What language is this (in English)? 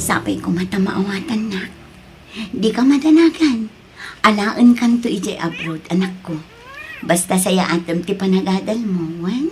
Iloko